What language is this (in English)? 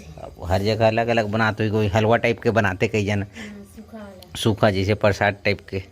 Chhattisgarhi